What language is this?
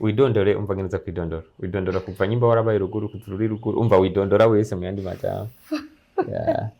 Rundi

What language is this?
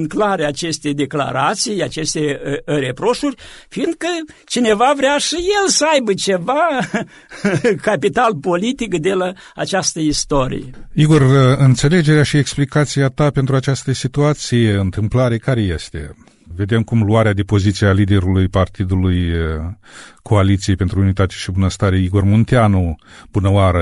Romanian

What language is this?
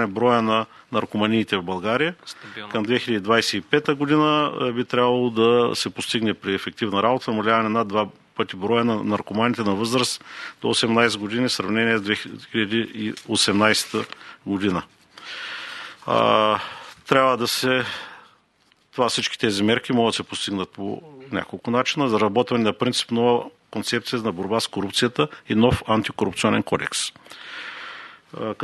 Bulgarian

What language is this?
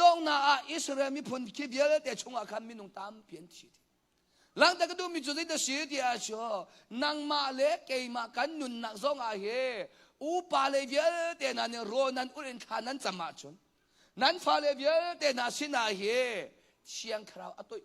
Hakha Chin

